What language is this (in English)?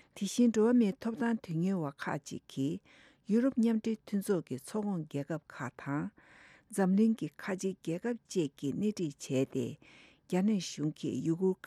Tibetan